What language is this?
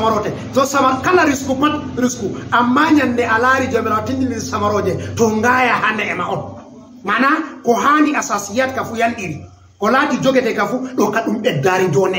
Fula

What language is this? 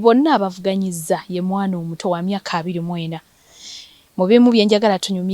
Ganda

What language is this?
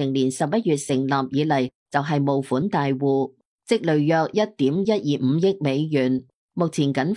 Cantonese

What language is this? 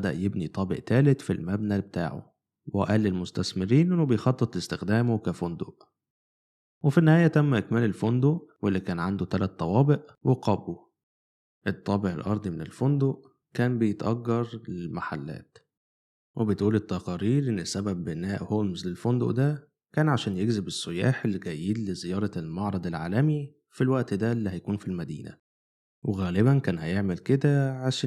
Egyptian Arabic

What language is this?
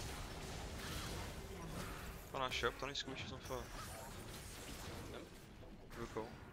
Swedish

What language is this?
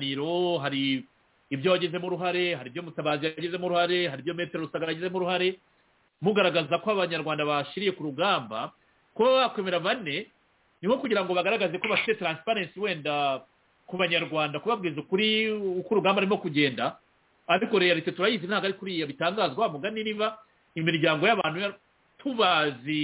Kinyarwanda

